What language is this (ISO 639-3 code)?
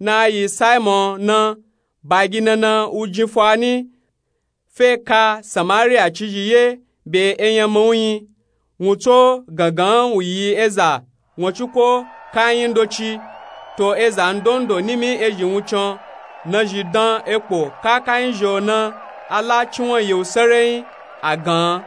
nup